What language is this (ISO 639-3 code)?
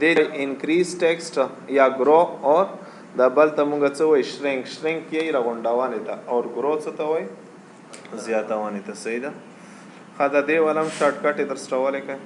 pus